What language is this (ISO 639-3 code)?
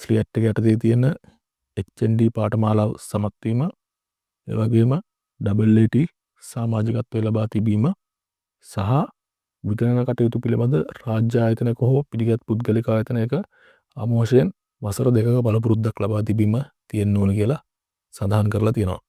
sin